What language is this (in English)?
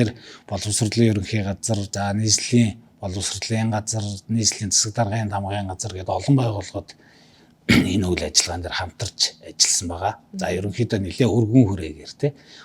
Mongolian